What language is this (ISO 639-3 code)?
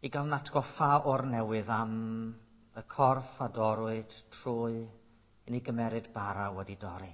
cym